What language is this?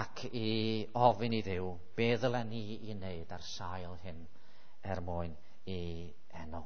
Welsh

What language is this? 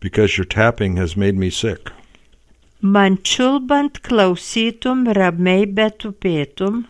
Lithuanian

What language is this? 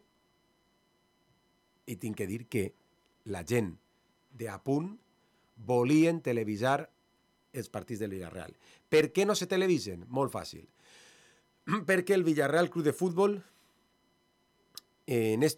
Catalan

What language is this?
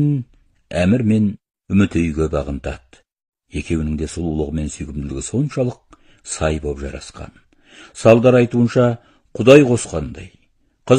Kazakh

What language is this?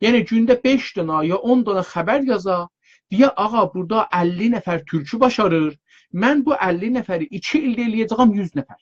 South Azerbaijani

